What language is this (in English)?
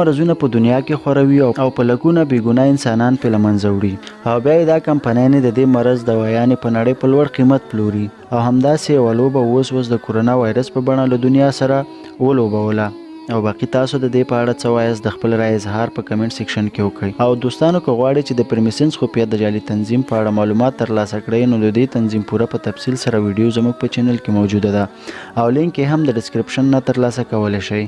Pashto